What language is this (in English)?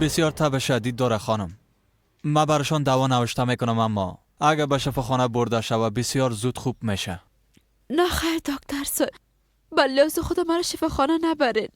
Persian